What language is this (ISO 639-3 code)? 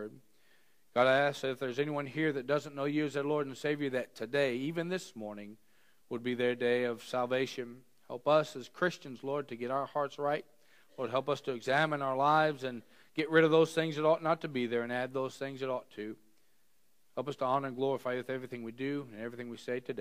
eng